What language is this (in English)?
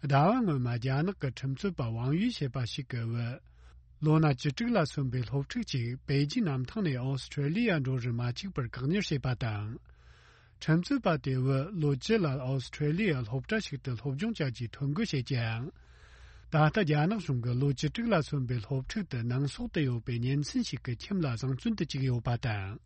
Tibetan